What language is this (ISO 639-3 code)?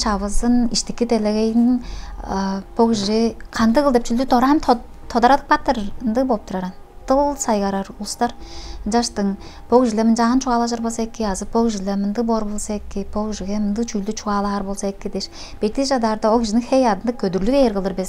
tyv